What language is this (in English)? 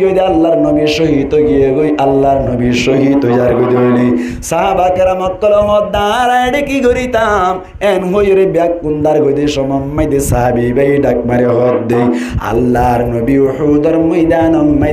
Rohingya